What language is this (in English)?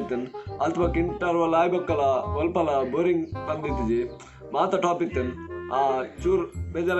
Tulu